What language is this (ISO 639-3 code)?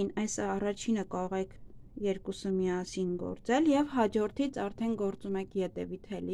hye